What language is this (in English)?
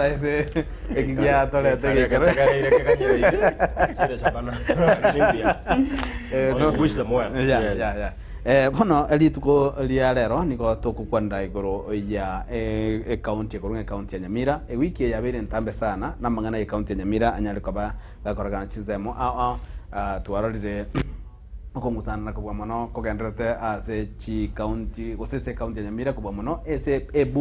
Gusii